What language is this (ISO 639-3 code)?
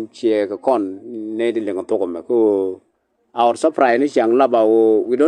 nus